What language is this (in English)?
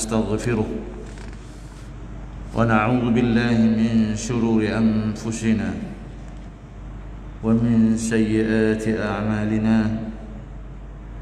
Malay